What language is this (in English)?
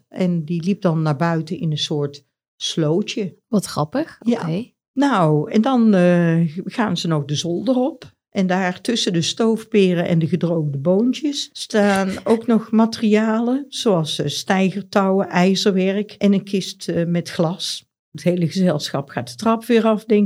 Dutch